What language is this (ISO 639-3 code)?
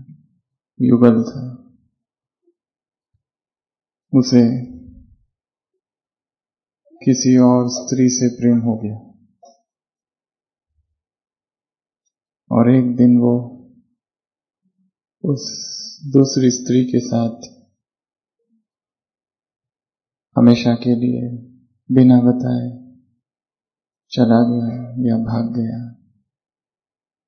hin